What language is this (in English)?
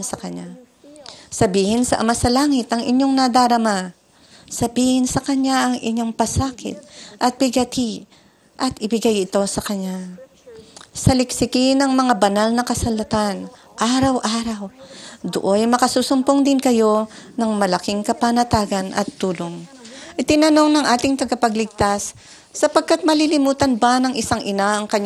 Filipino